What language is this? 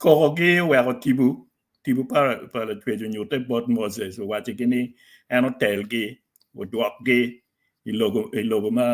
Acoli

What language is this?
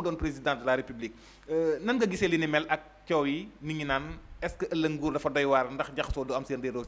Wolof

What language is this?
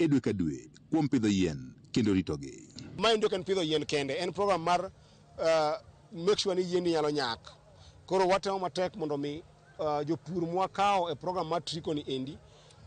Luo (Kenya and Tanzania)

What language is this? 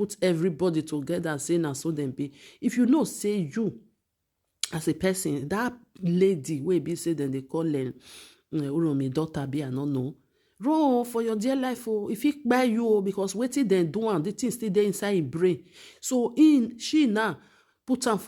Nigerian Pidgin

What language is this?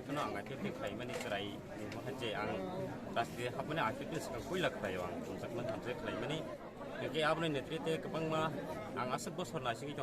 Kok Borok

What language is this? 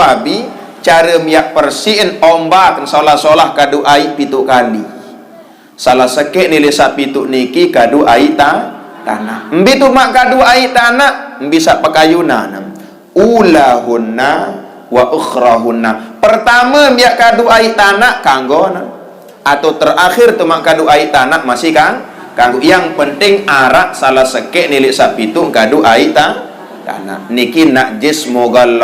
Sasak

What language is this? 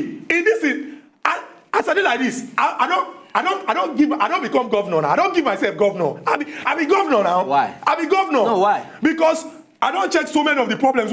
Nigerian Pidgin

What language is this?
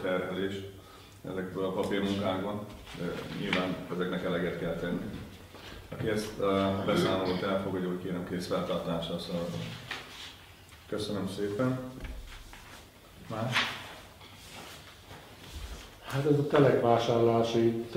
Hungarian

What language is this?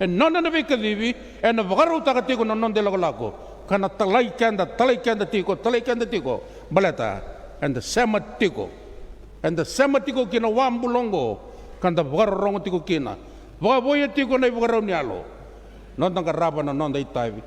Fijian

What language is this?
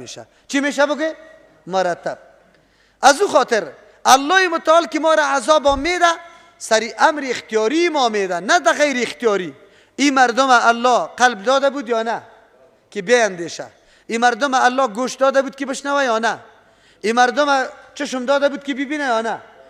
Persian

